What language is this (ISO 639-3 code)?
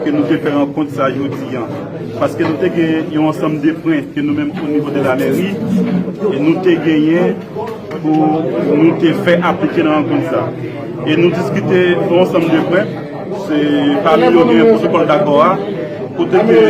hat